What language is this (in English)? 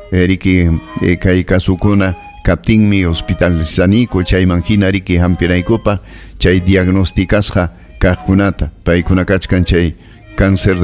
Ayacucho Quechua